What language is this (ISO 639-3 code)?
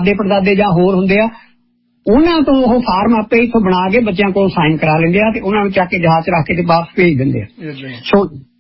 pan